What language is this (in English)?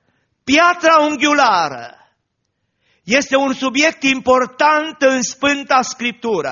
Romanian